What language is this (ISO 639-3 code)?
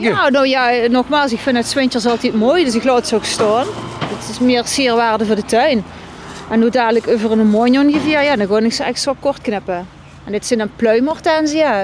lim